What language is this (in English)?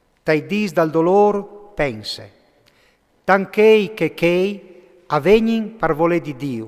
Friulian